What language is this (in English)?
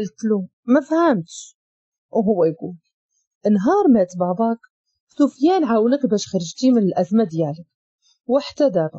Moroccan Arabic